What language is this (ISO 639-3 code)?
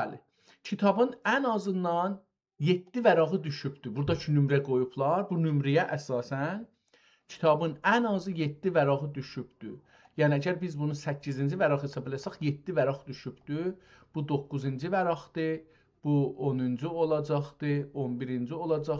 azb